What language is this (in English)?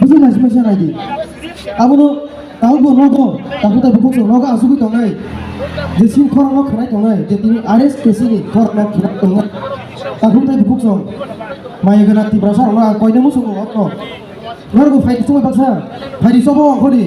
Kok Borok